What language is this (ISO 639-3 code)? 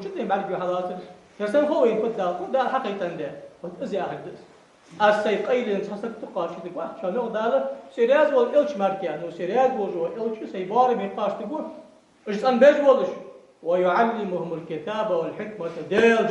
inh